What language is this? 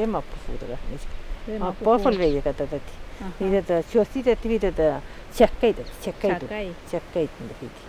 Mapuche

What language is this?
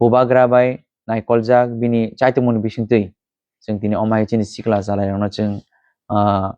Kok Borok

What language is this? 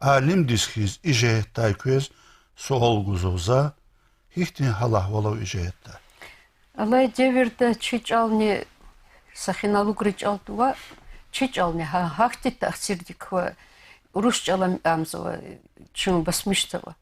Lezghian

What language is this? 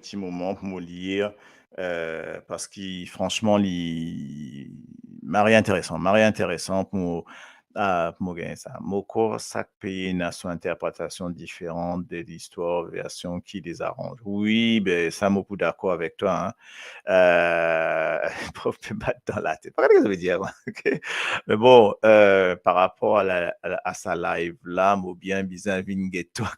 Morisyen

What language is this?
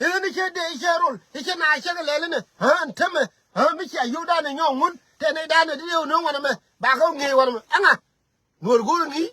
Nuer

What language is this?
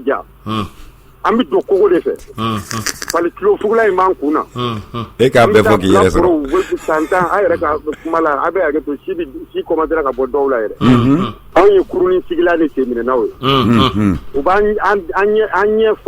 Bambara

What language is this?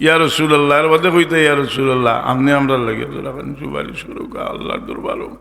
Sylheti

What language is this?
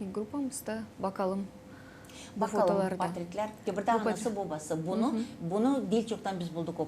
Gagauz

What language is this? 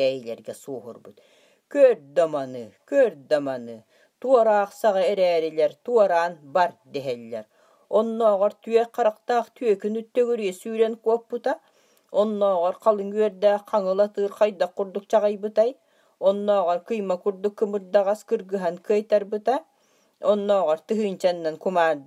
Yakut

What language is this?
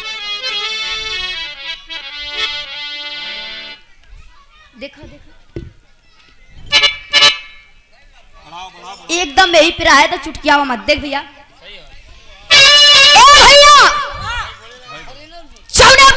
Bhojpuri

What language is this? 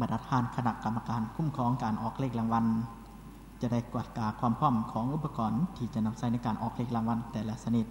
Lao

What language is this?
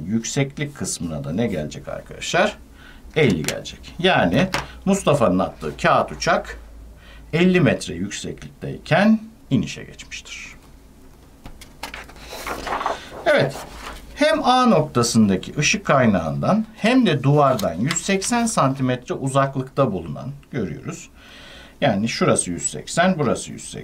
Turkish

